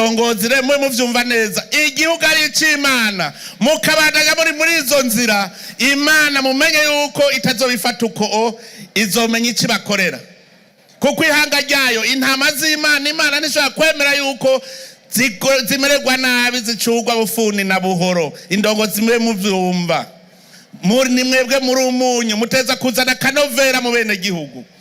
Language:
Rundi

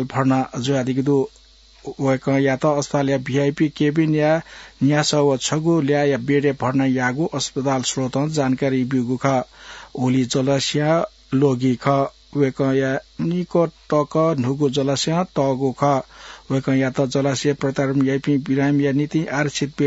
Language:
Newari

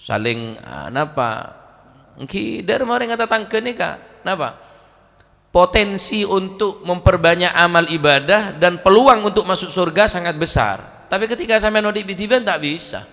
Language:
Madurese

